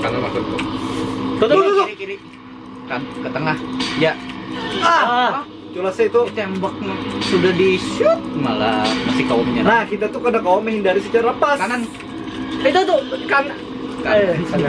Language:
Banjar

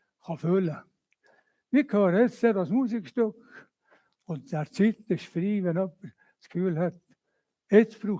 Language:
Swiss German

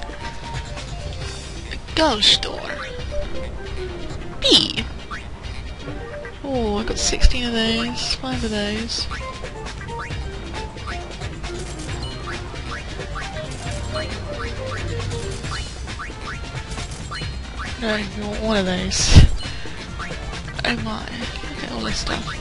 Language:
English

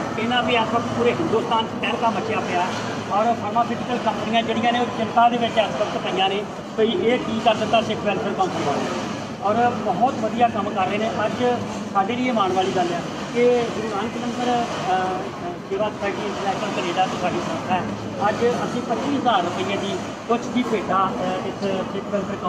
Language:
Punjabi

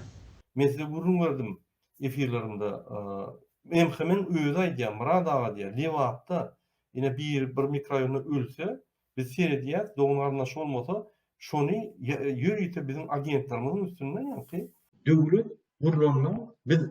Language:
Turkmen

